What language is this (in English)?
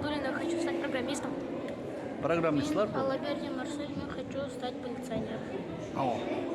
Bashkir